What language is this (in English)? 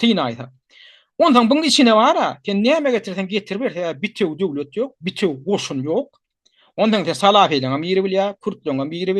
Turkmen